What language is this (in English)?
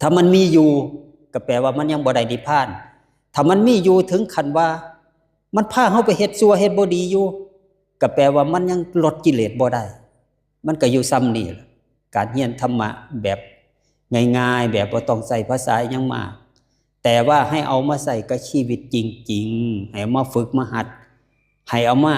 Lao